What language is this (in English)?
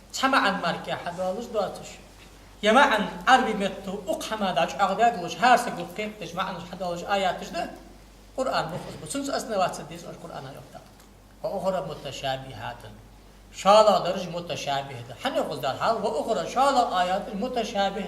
Ingush